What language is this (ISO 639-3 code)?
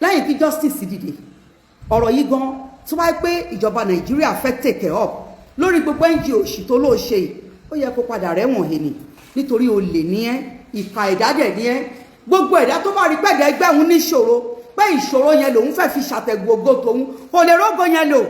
yor